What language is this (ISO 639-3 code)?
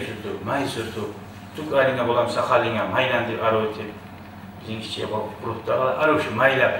kum